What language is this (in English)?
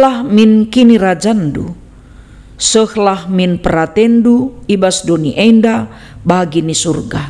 Batak Karo